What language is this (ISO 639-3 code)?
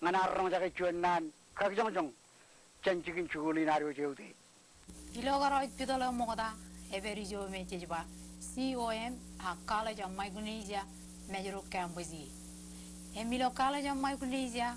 mah